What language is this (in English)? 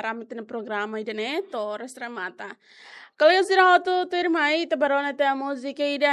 Tetum